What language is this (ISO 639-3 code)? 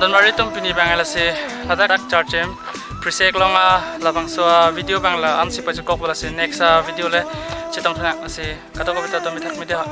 mjw